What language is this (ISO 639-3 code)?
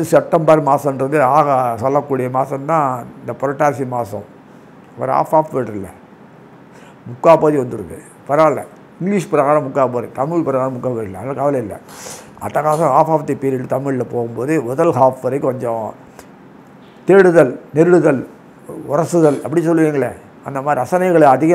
tam